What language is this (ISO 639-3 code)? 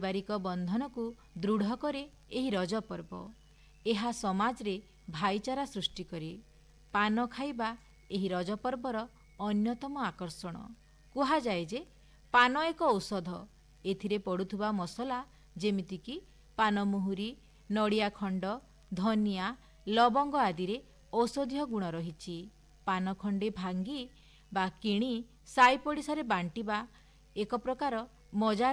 ori